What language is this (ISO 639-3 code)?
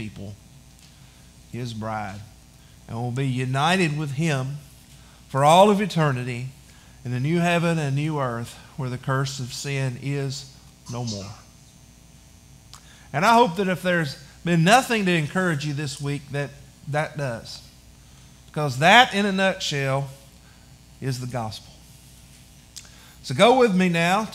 eng